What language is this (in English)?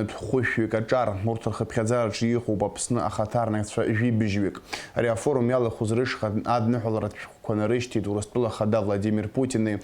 Abkhazian